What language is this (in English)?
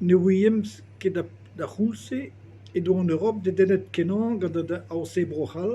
Breton